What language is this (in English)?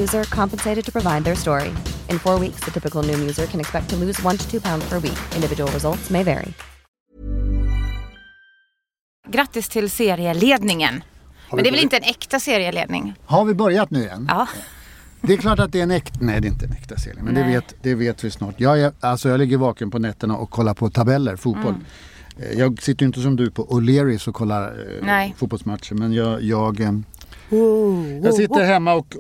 Swedish